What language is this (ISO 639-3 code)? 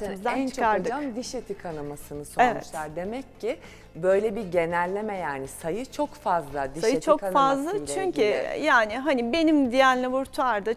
tur